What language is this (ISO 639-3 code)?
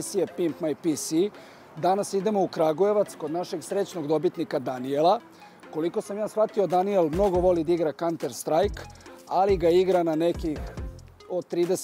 srp